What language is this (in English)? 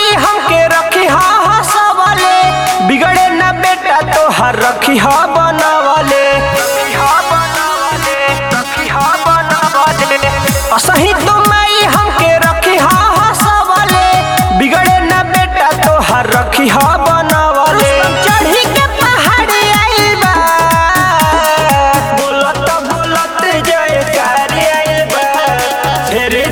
Bhojpuri